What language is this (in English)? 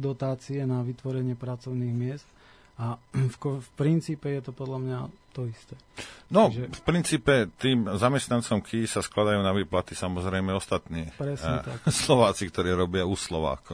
Slovak